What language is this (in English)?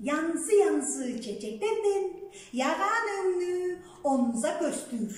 Tuvinian